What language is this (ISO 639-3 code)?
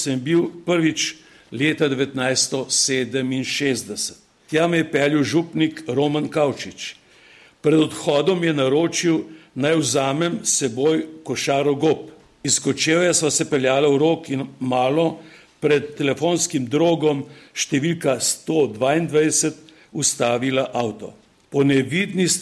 slv